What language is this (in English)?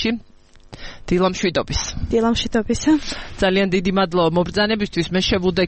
Georgian